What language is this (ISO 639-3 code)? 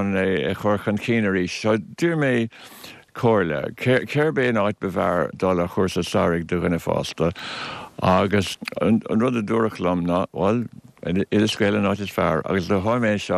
gle